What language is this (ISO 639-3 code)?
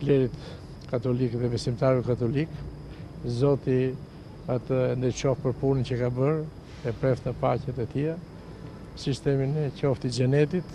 sqi